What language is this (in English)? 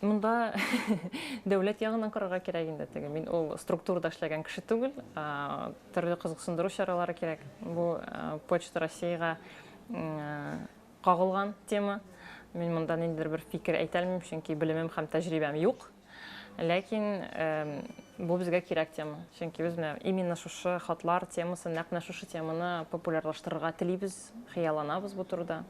Tatar